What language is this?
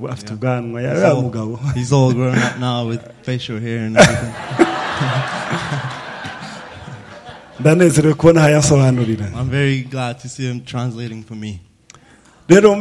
Rundi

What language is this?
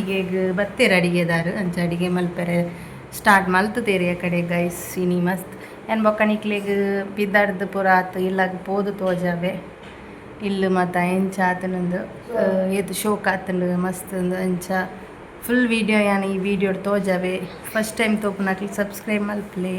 Tulu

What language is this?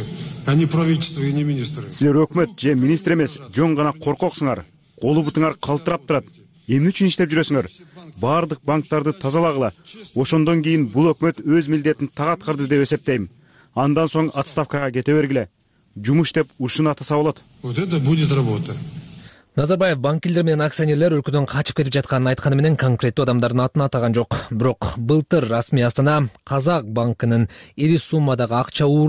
Kyrgyz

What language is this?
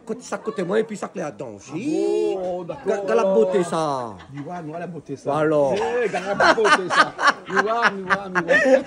Réunion Creole French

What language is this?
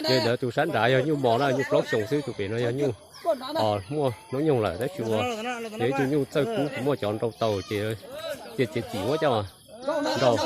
Hmong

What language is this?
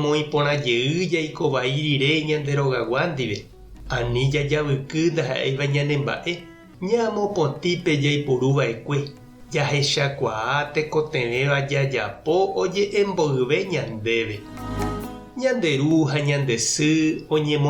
Guarani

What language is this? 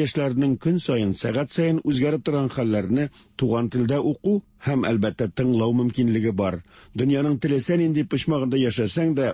Tatar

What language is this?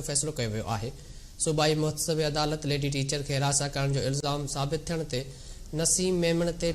Sindhi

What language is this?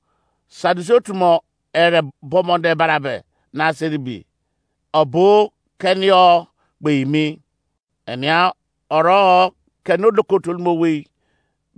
Izon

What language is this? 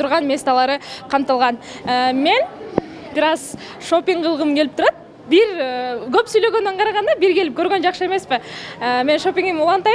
Kyrgyz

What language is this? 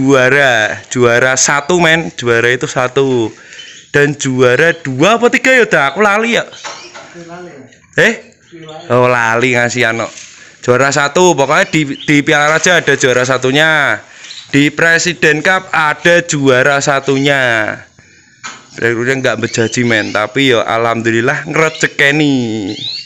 Indonesian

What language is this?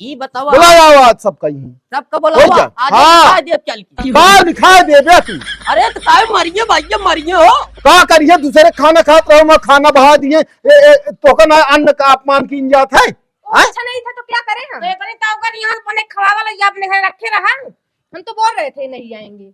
Awadhi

